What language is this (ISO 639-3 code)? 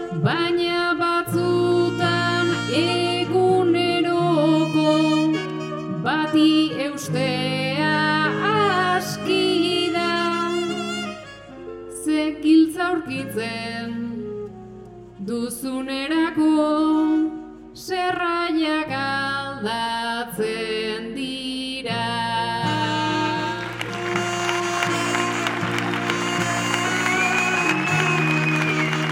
eus